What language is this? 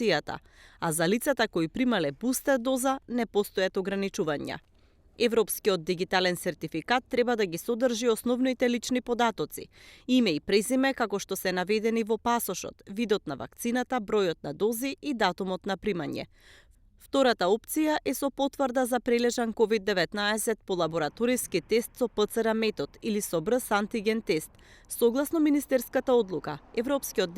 Macedonian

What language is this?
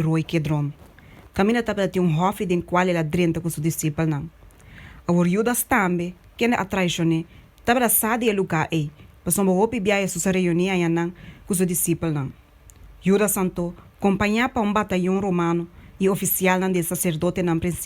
Papiamento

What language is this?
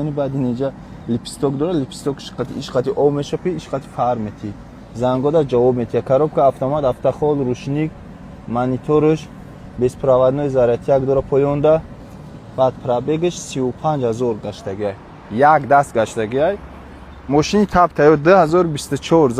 Tajik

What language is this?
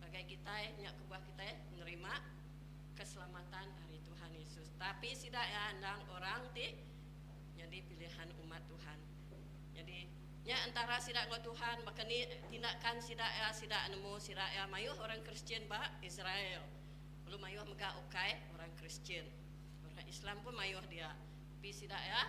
Iban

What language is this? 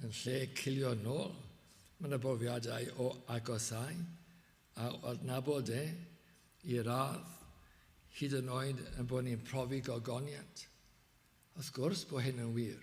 Welsh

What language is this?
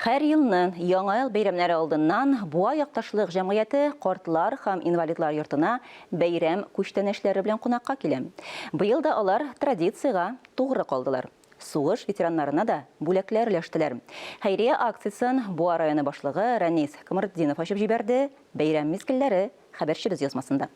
Tatar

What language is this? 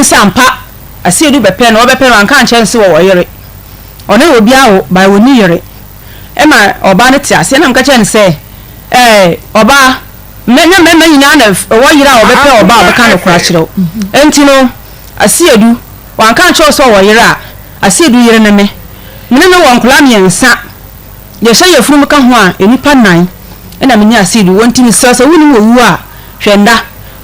Akan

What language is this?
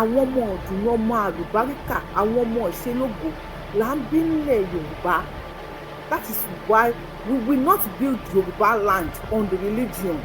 Yoruba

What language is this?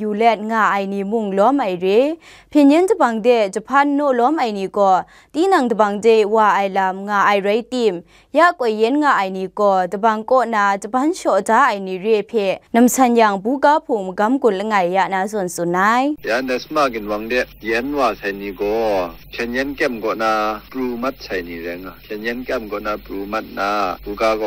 Kachin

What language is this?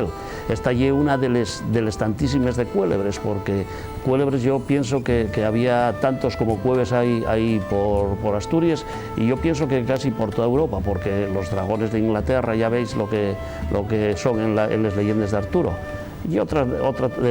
Asturian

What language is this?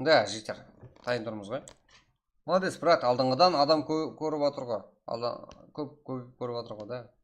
Kara-Kalpak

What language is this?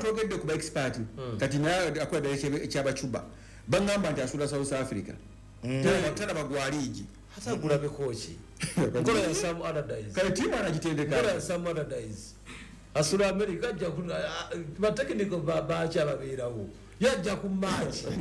Ganda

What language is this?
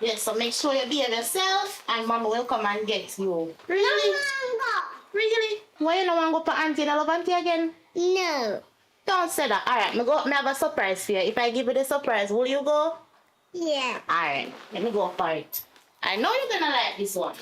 Jamaican Creole English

